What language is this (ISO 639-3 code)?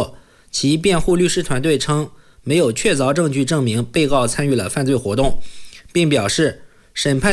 zho